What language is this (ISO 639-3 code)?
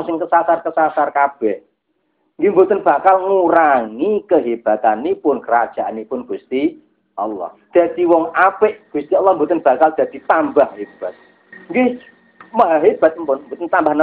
jav